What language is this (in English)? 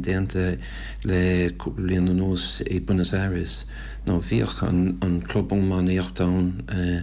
Irish